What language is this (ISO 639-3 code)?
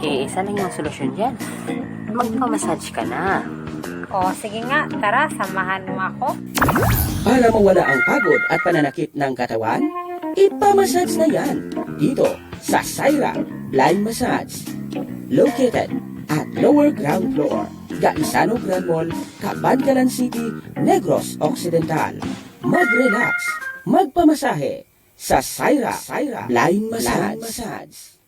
hil